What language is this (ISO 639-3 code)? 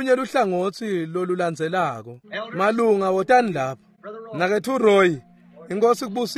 ssw